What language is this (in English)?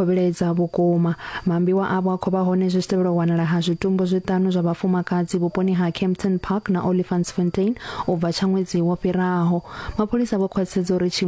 Venda